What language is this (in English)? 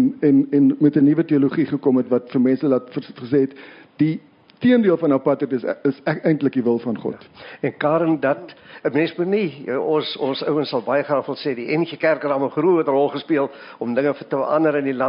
Afrikaans